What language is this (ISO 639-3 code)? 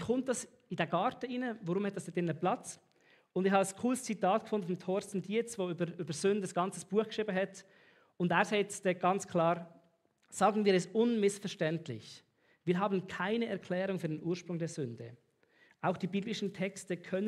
gsw